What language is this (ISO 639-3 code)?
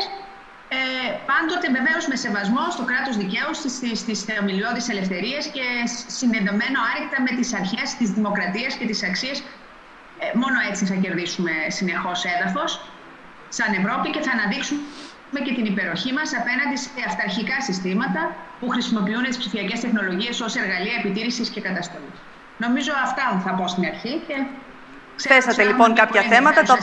ell